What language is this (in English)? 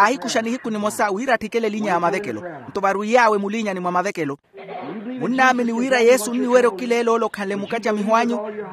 Makhuwa